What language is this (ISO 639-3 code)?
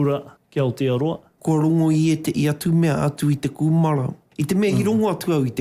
mri